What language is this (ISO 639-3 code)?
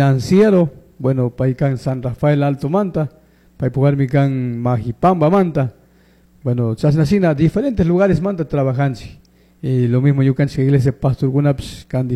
qug